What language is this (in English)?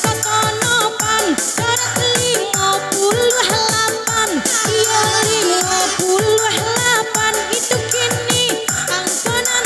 Minangkabau